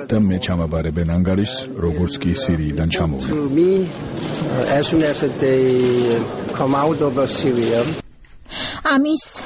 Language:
Georgian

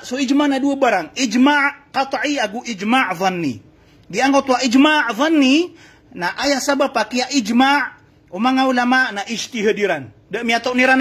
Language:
Maranao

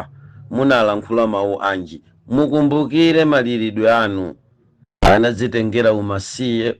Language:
Nyanja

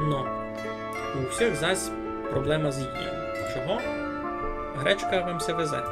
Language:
Rusyn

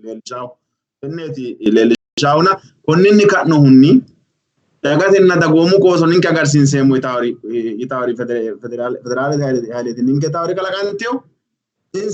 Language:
Sidamo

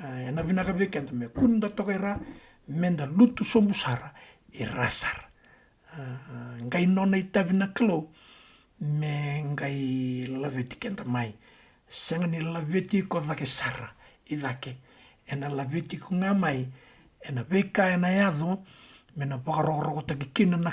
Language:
Fijian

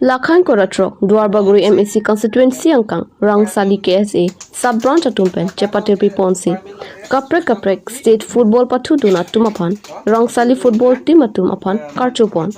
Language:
Karbi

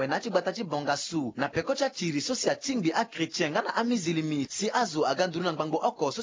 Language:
Sango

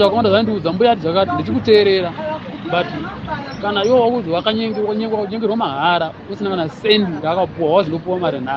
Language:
Shona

